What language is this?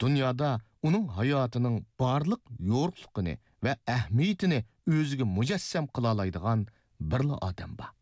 Uyghur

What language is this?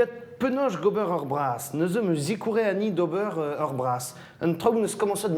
Breton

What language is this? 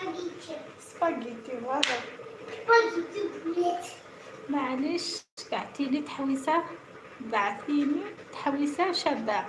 Algerian Arabic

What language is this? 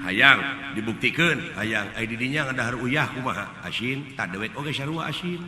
Sundanese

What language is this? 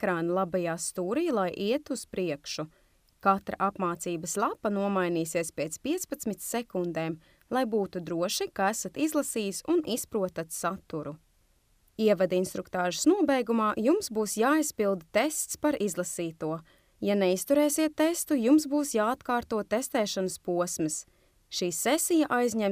Latvian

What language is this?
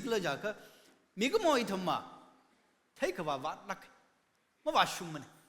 Tangkhul Naga (India)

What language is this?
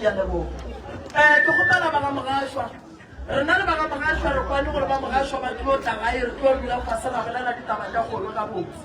Northern Sotho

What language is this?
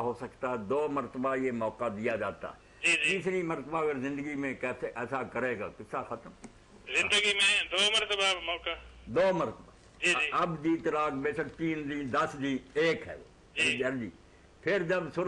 Urdu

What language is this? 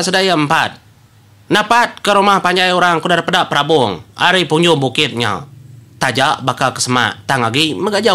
Iban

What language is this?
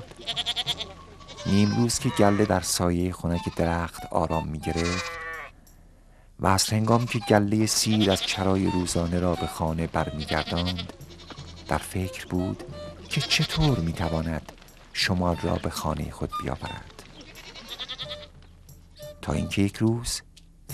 Persian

